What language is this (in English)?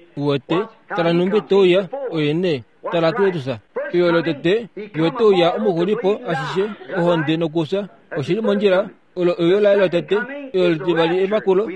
Kuanyama